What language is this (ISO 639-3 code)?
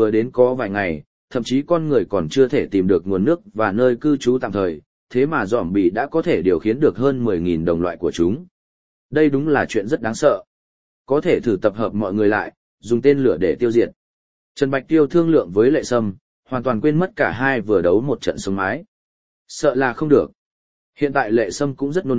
vie